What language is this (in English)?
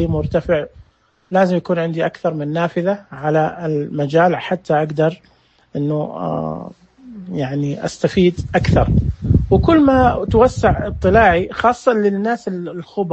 Najdi Arabic